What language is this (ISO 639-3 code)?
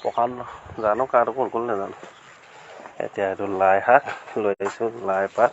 asm